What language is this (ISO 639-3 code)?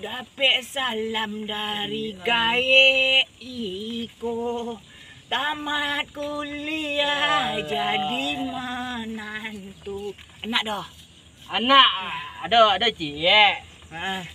min